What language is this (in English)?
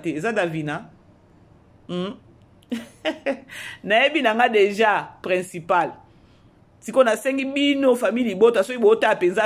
Lingala